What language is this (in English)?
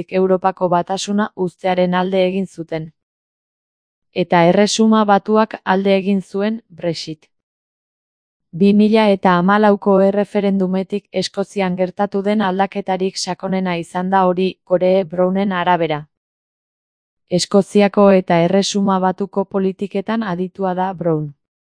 Basque